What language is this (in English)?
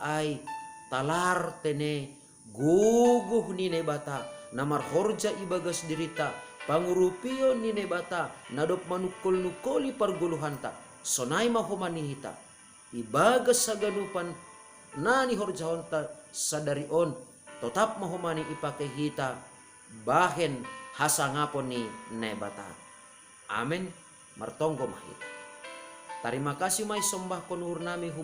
Batak Simalungun